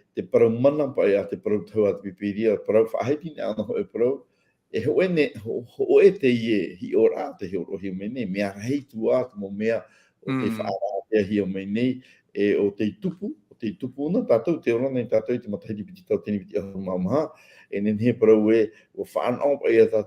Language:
Tahitian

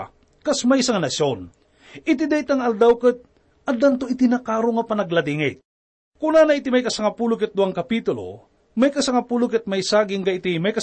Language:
Iloko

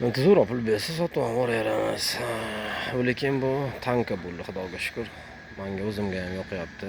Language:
Uzbek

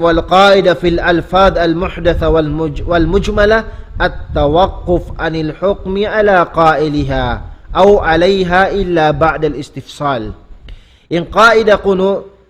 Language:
Tausug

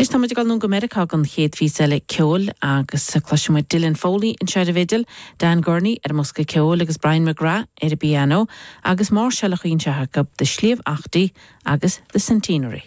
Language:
Irish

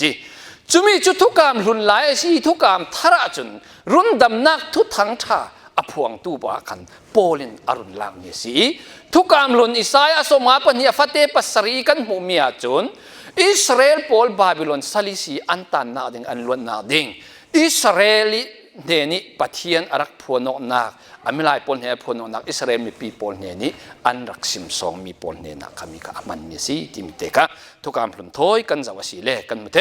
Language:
Falam Chin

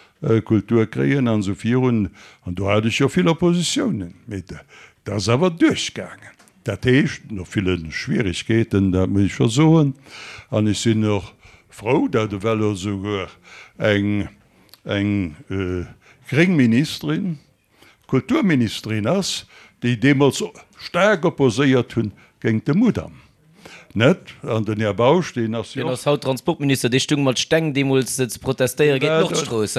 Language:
Luxembourgish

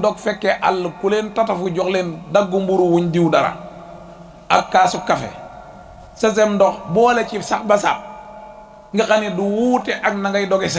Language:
Wolof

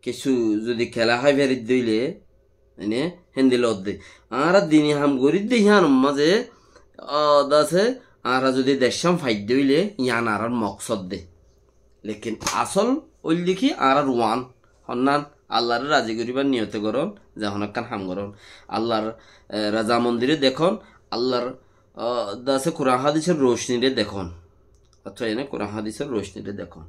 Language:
Rohingya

